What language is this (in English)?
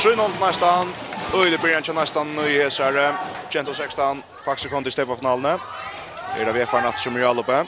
Faroese